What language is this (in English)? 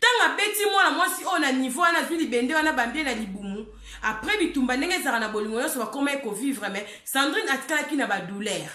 Lingala